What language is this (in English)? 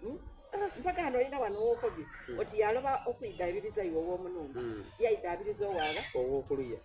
Soga